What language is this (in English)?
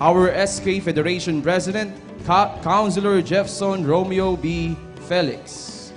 Bikol